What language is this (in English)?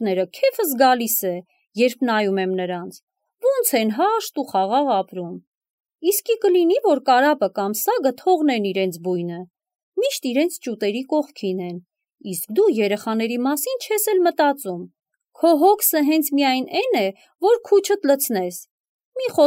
Armenian